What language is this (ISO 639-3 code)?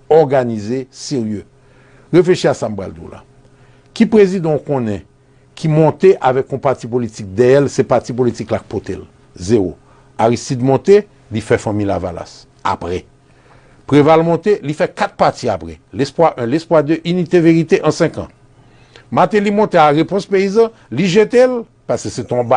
hat